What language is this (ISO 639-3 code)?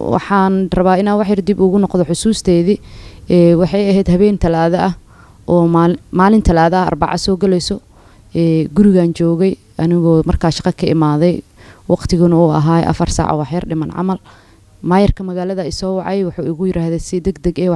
som